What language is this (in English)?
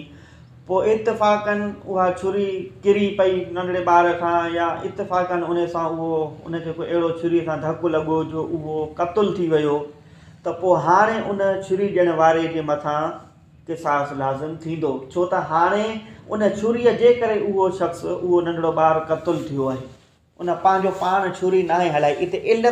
Sindhi